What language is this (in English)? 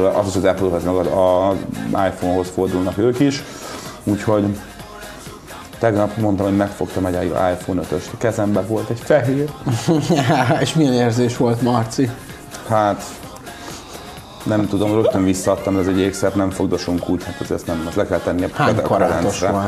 Hungarian